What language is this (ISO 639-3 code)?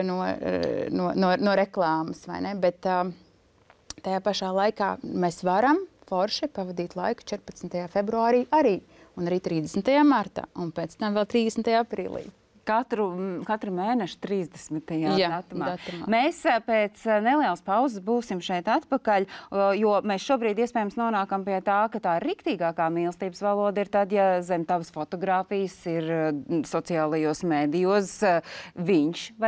lav